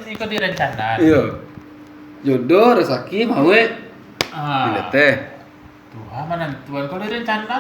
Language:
Minangkabau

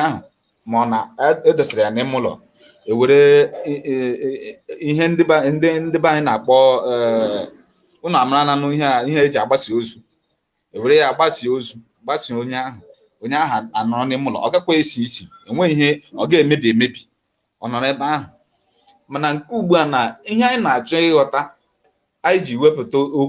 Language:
Igbo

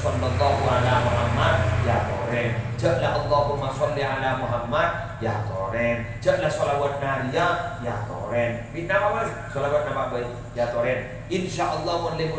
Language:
Madurese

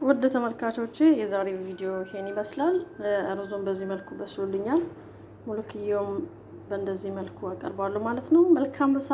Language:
Amharic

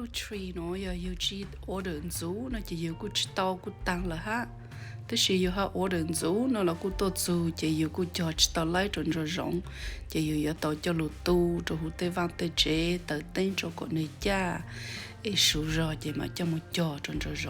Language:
Hmong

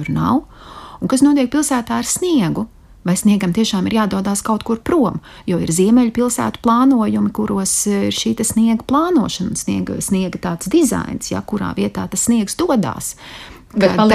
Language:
Latvian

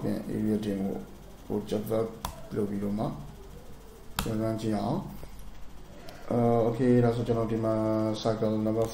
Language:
Burmese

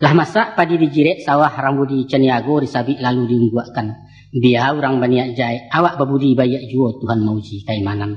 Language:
Minangkabau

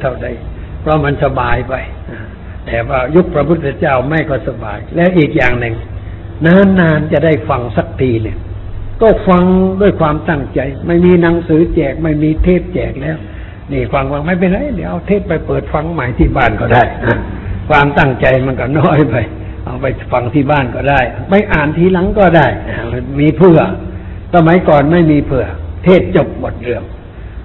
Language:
Thai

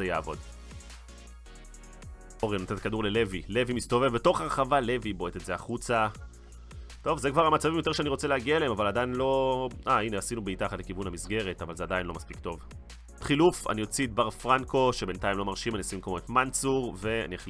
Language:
Hebrew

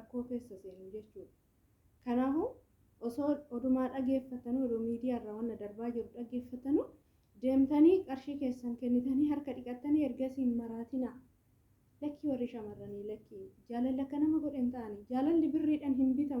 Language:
Oromo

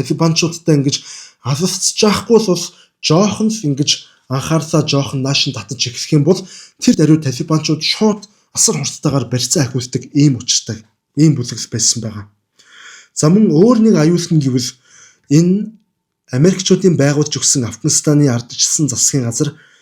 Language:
Mongolian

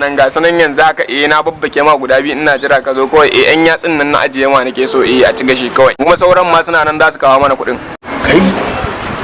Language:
Hausa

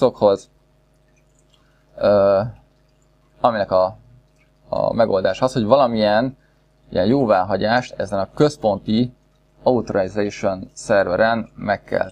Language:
Hungarian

